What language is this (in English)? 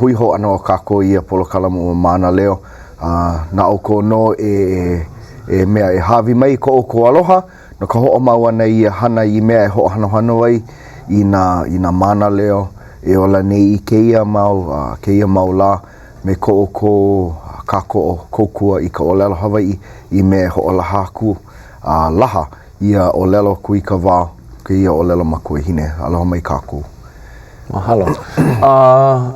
Hawaiian